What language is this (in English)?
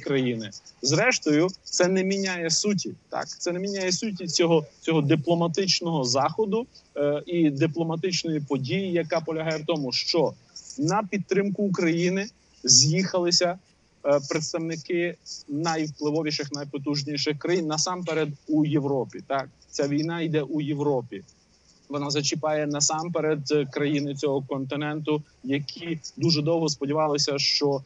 Ukrainian